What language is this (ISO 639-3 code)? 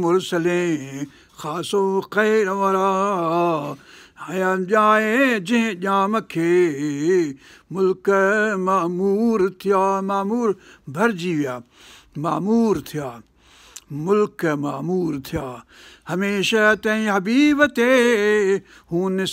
snd